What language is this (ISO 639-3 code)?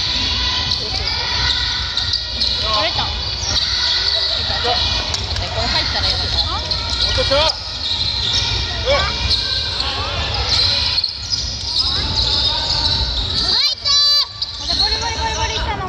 jpn